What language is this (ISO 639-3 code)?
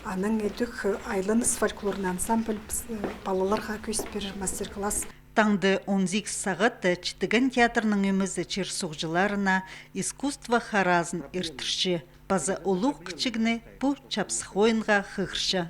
kjh